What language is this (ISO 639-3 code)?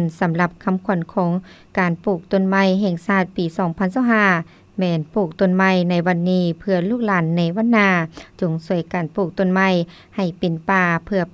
lao